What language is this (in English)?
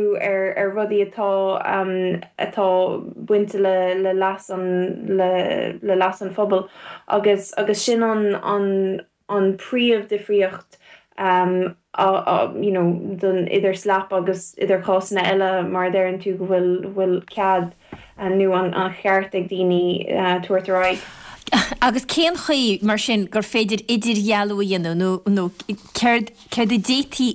Irish